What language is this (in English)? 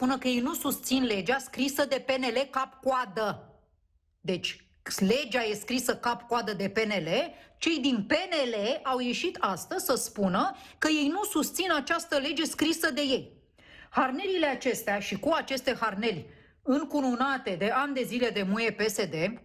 Romanian